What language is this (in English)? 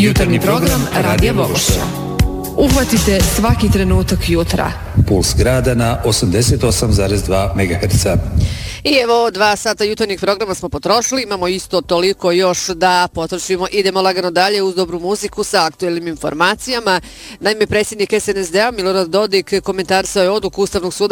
Bosnian